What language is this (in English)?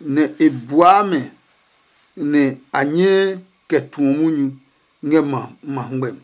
Adangme